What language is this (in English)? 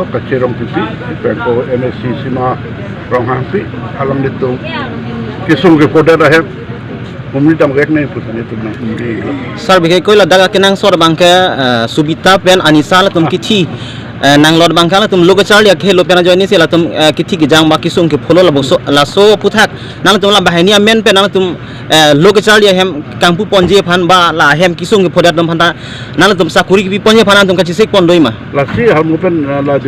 Karbi